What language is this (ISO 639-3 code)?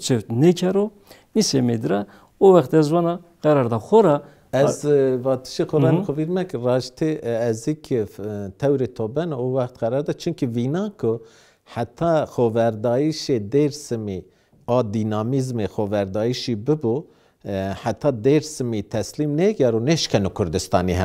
zza